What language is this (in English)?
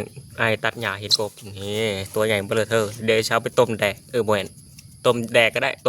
Northeastern Thai